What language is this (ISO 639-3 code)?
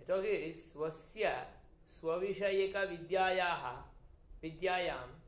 san